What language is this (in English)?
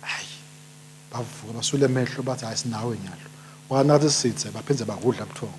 Swati